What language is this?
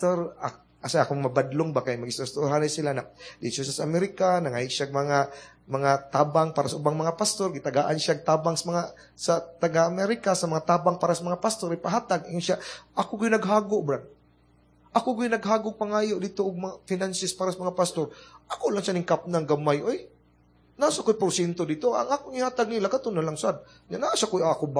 Cebuano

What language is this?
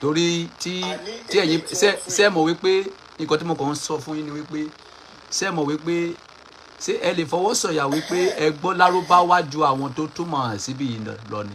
Yoruba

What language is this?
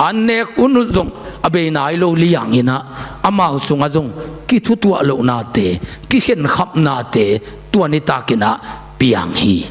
Tedim Chin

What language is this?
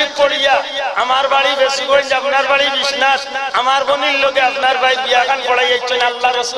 Sylheti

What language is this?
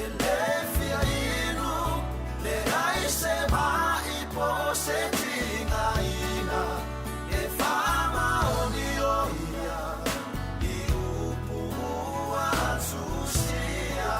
Samoan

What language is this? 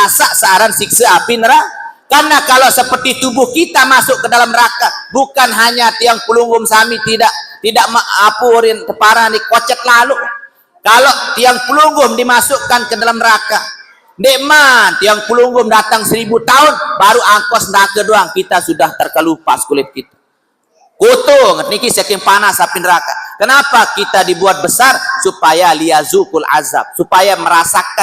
Sasak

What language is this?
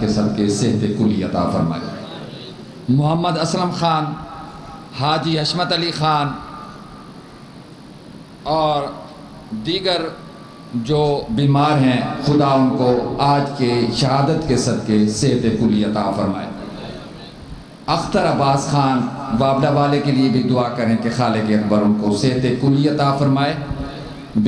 Urdu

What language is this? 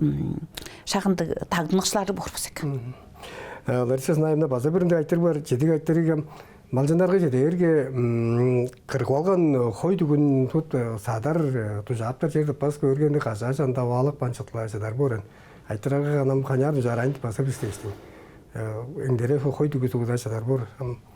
Tuvinian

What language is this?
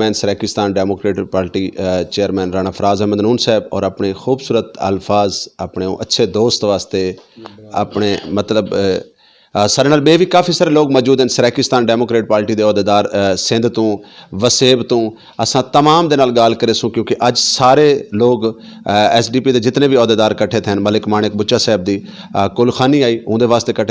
Saraiki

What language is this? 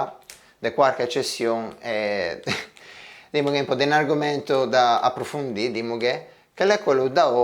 Ligurian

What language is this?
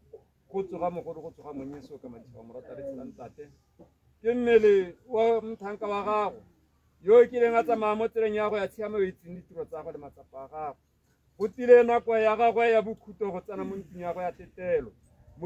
Tswana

